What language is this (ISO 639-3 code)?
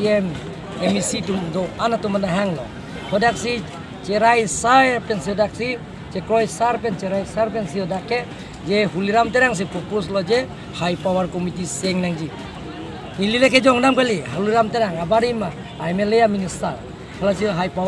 mjw